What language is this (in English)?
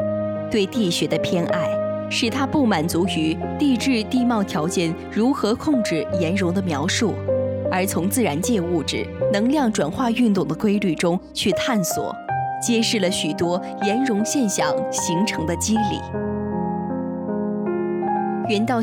Chinese